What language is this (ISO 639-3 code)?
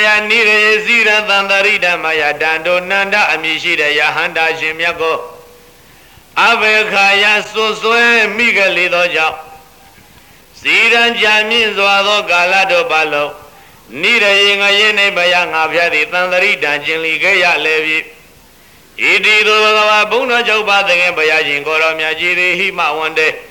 mya